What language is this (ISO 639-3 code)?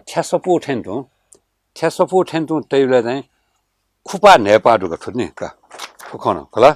new